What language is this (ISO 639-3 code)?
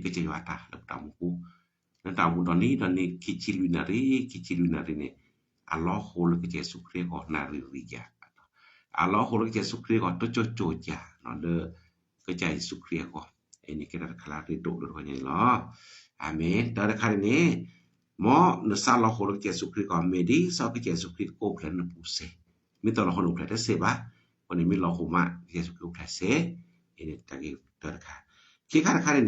ksw